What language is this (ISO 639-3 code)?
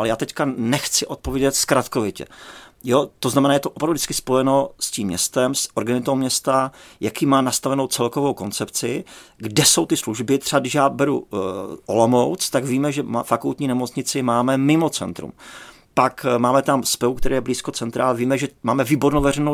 ces